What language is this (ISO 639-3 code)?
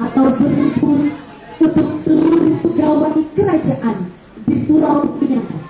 bjn